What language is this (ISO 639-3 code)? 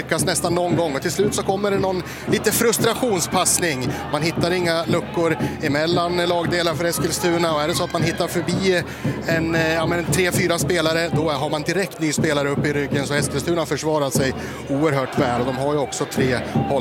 swe